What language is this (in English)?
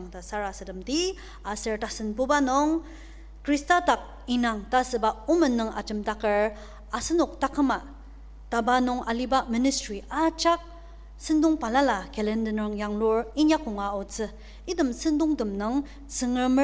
Ao Naga